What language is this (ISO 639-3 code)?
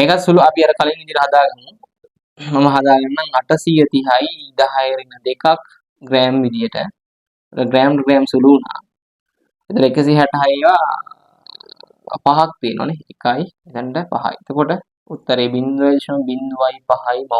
sin